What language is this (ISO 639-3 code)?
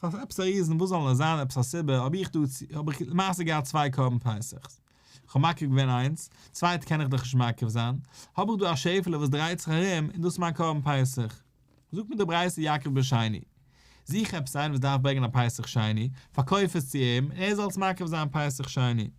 yid